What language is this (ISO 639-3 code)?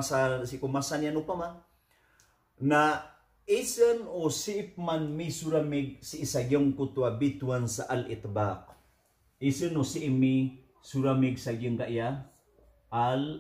mrw